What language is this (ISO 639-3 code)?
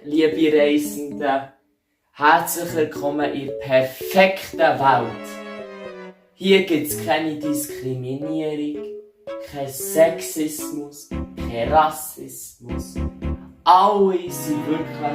gsw